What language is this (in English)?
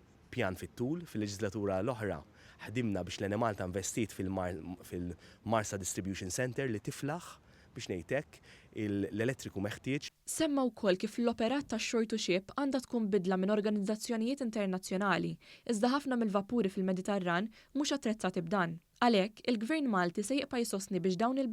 Maltese